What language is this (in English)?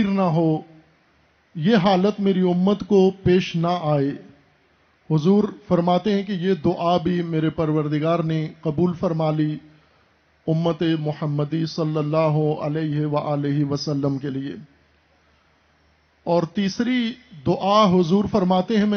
Urdu